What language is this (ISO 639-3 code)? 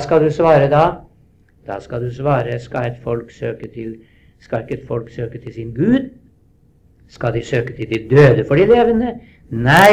nor